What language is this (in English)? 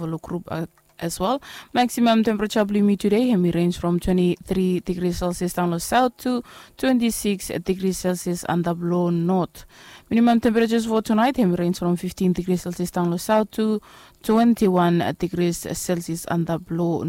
Bislama